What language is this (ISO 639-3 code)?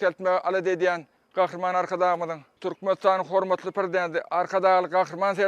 tuk